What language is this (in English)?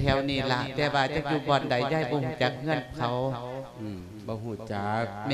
Lao